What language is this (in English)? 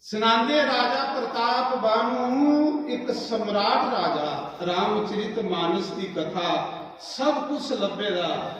Dogri